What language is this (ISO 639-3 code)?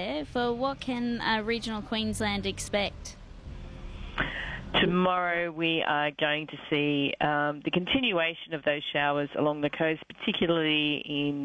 eng